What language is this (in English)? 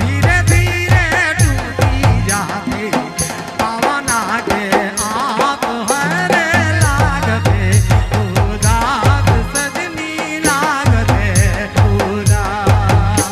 Sadri